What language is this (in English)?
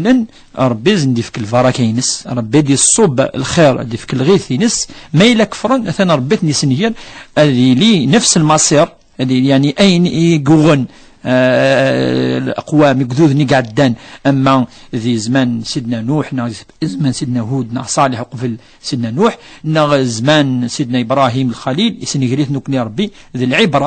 Kabyle